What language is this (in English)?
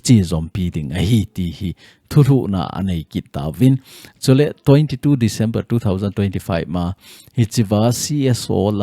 Thado Chin